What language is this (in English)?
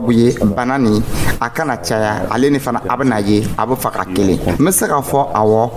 Dyula